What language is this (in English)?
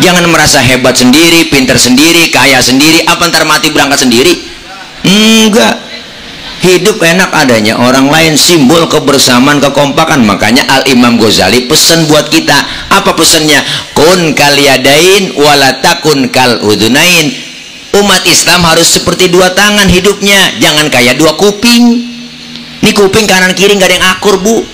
Betawi